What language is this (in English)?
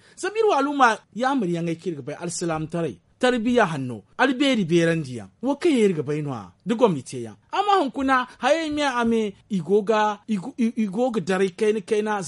Zarma